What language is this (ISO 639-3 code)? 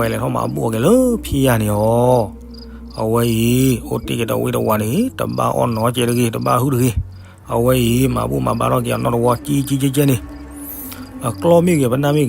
ksw